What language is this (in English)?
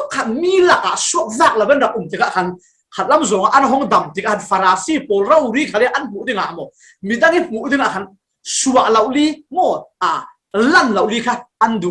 Falam Chin